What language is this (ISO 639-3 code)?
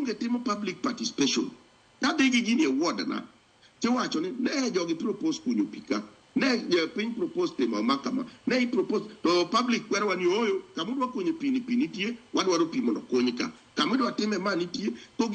luo